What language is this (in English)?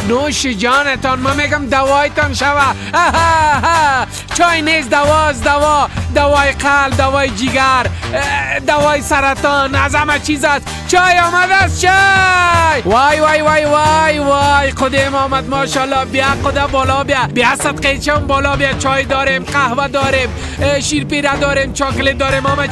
Persian